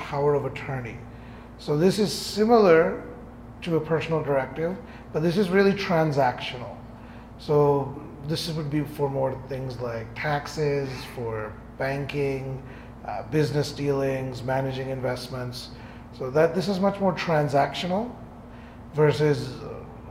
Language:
English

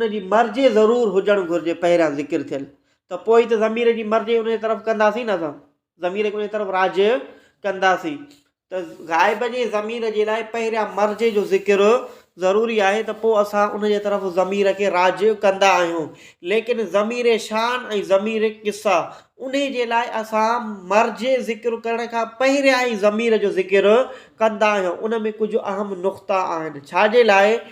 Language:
Sindhi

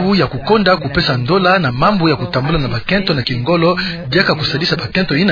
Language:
Kituba (Democratic Republic of Congo)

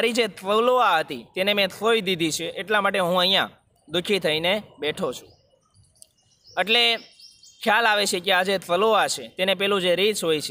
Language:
Gujarati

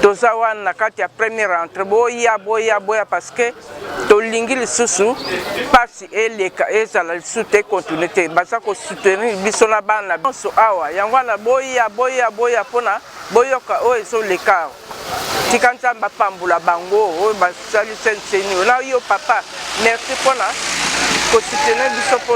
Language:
Lingala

